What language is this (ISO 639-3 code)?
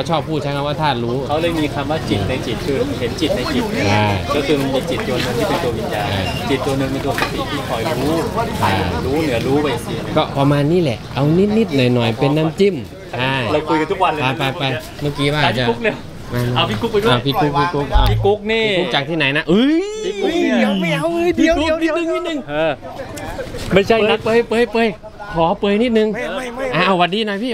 tha